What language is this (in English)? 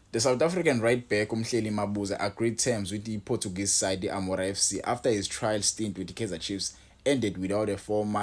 Zulu